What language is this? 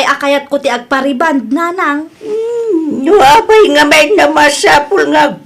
Iloko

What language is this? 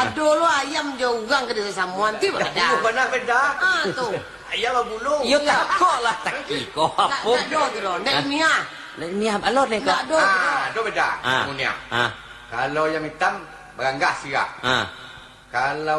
Minangkabau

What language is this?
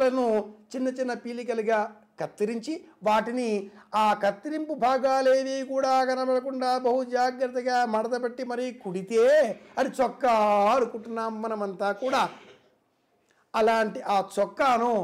Telugu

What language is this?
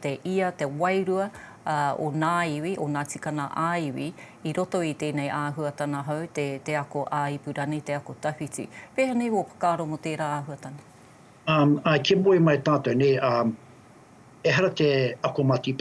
Māori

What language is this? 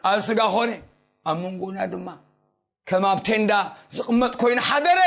Tigrinya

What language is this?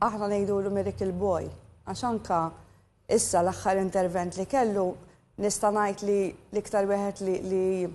Maltese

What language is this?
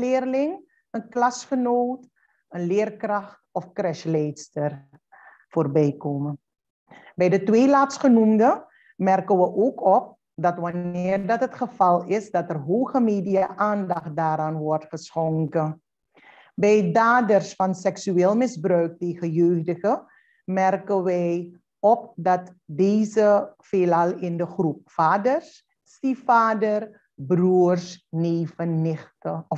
Dutch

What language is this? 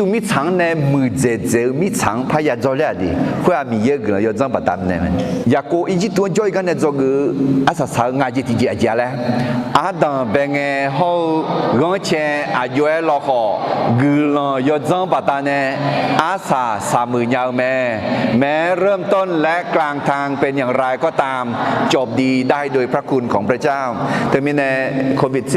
Akha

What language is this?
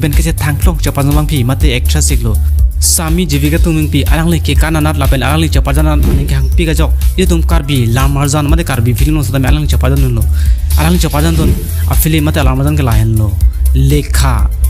Karbi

